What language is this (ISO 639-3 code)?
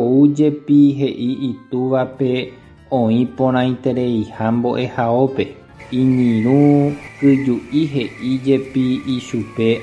grn